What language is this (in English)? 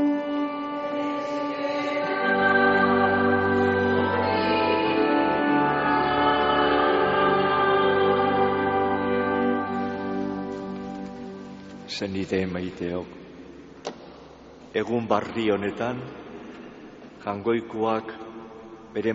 Basque